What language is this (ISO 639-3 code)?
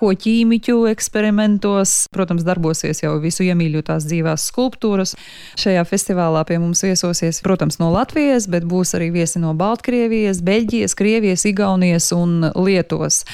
lav